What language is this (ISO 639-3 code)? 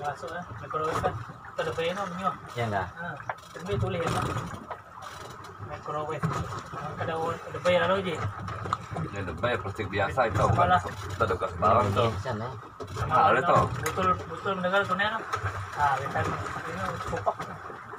msa